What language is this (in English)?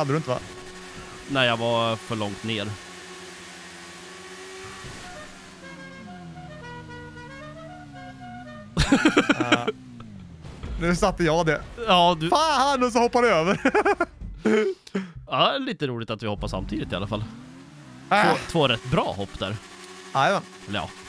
Swedish